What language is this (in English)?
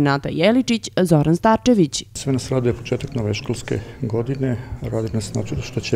Serbian